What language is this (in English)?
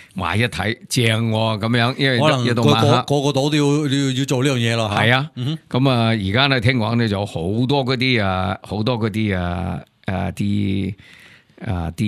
Cantonese